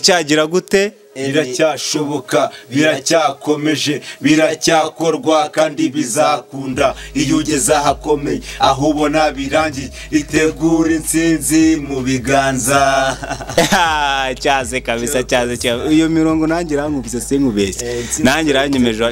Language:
Kinyarwanda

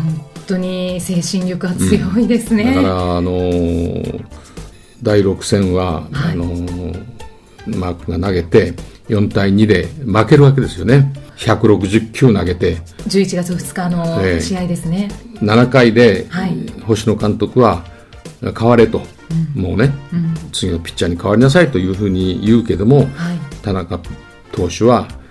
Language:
Japanese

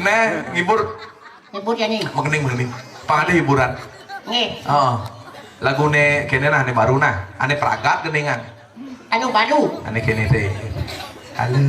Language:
Balinese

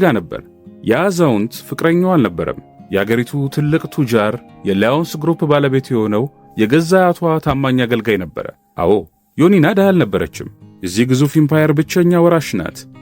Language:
Amharic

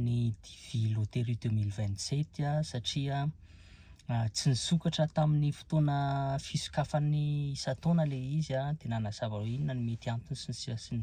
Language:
Malagasy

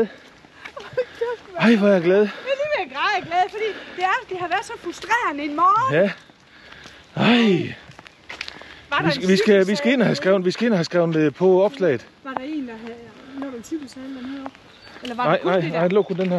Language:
Danish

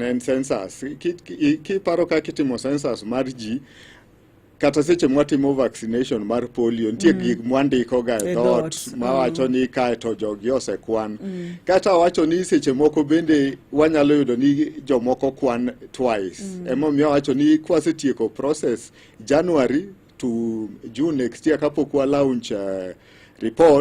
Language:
Luo (Kenya and Tanzania)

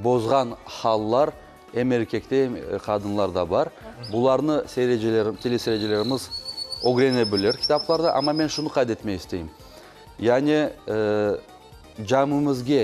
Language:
Crimean Tatar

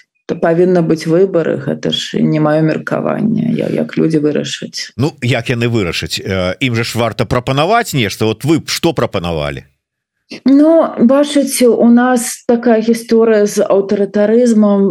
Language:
Belarusian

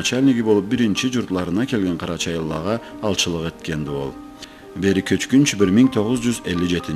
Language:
Karachay-Balkar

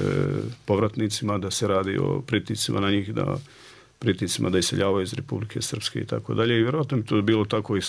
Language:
Bosnian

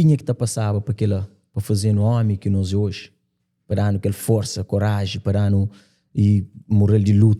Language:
Kabuverdianu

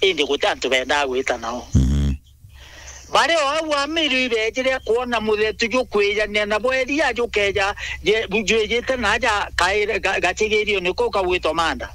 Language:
Meru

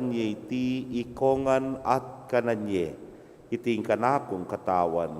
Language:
Pampanga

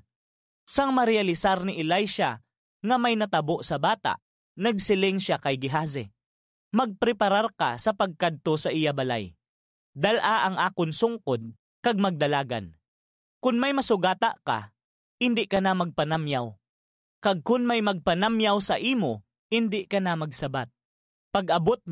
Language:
Hiligaynon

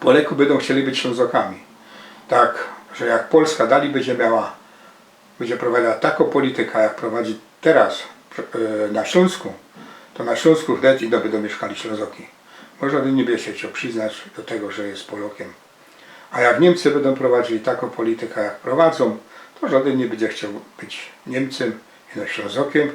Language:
Silesian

